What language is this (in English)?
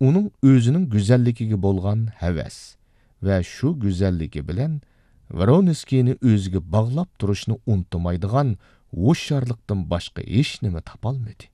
Uyghur